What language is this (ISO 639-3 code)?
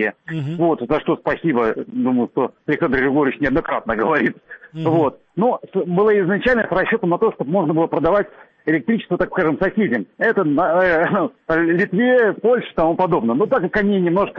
rus